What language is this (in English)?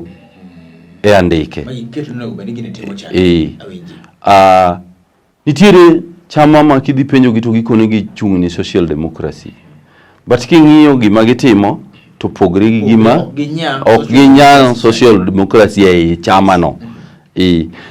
Luo (Kenya and Tanzania)